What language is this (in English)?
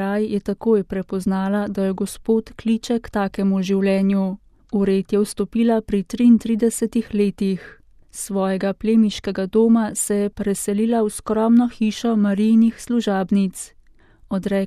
Slovenian